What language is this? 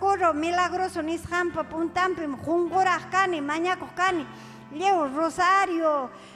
Ayacucho Quechua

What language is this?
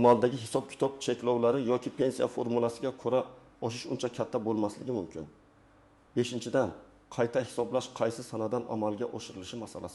Uzbek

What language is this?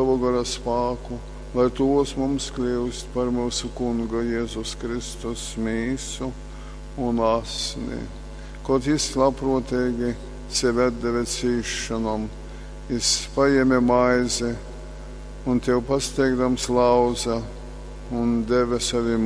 Latgalian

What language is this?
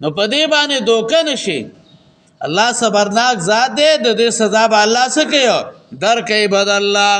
Pashto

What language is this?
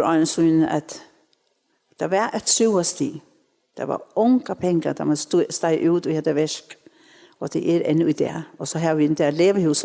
Faroese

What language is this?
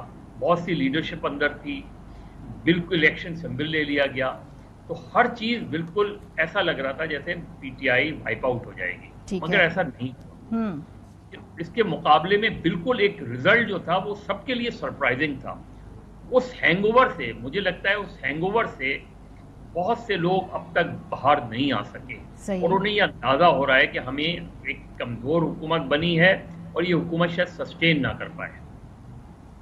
Urdu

